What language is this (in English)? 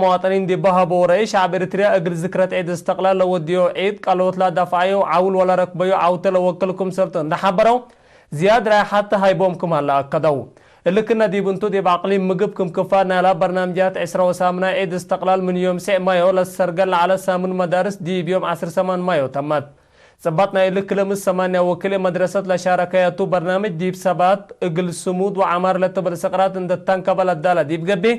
Tigre